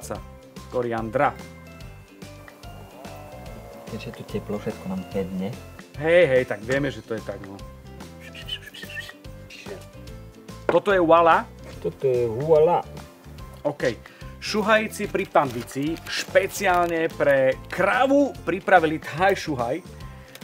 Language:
Slovak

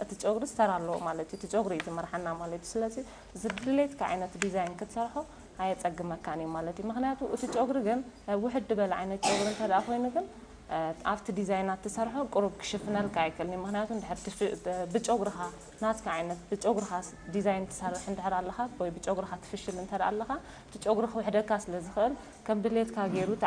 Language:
Tigrinya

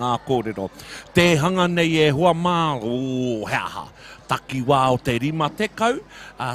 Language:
Māori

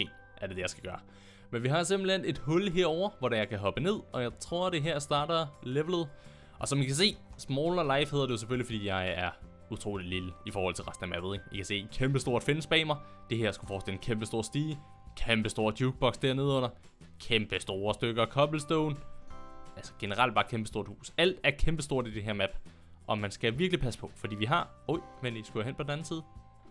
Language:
Danish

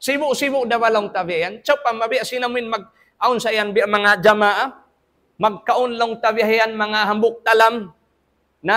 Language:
Tausug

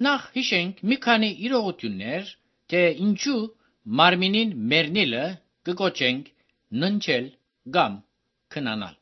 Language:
Armenian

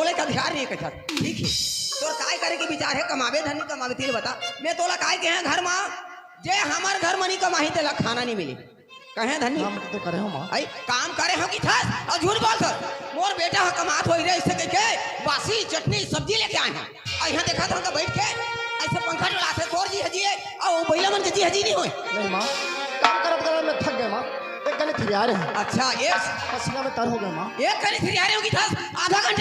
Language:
Chhattisgarhi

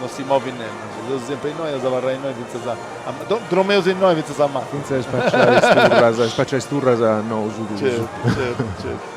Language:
Sardinian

